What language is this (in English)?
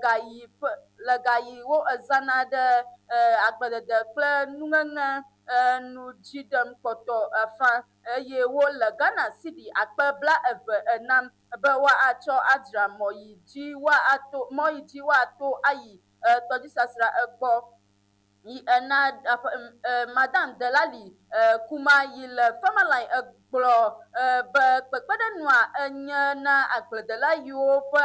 Ewe